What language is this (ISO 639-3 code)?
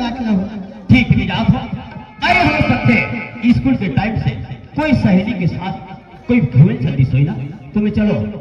hne